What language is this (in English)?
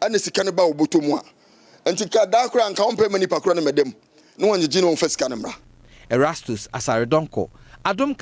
Akan